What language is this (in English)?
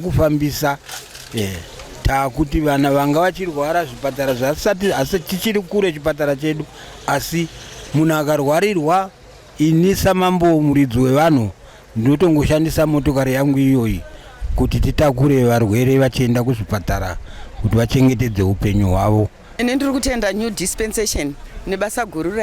Shona